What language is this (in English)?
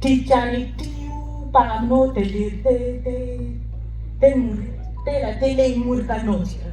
Acoli